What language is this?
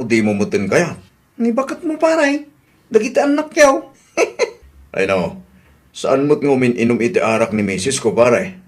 Iloko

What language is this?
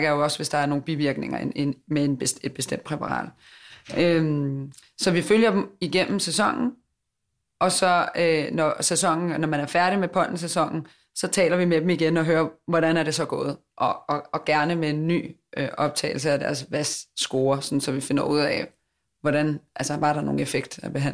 Danish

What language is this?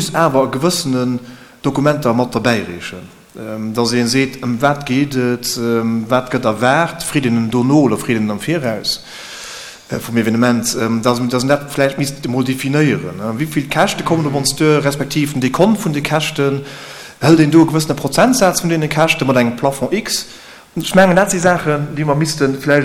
Luxembourgish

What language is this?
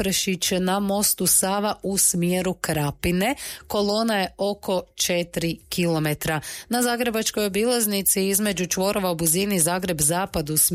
Croatian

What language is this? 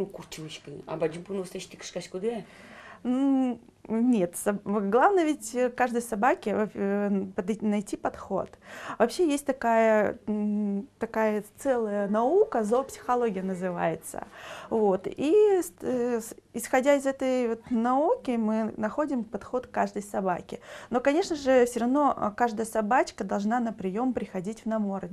Udmurt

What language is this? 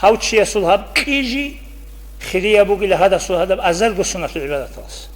Avaric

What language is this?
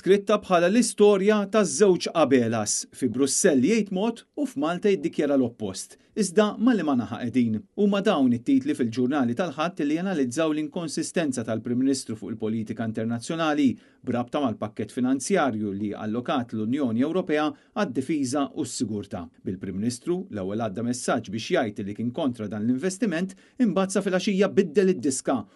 Maltese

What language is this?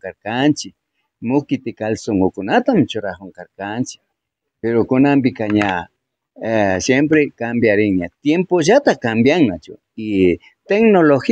Imbabura Highland Quichua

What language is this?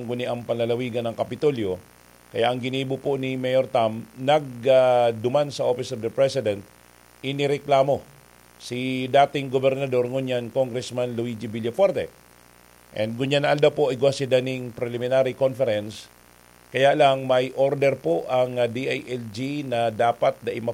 Bikol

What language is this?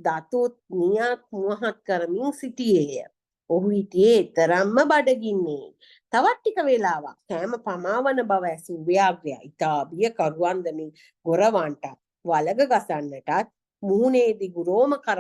Sinhala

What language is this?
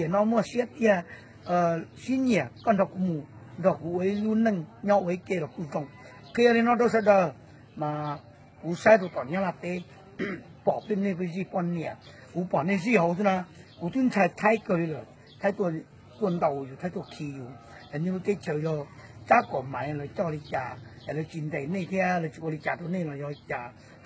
Hmong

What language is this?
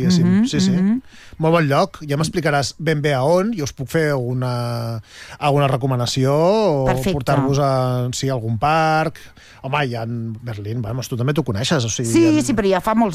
Catalan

